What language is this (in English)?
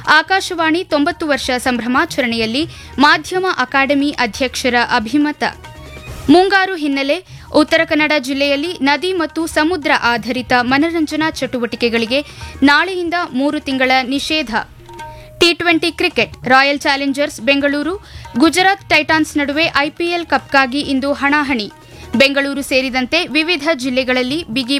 Kannada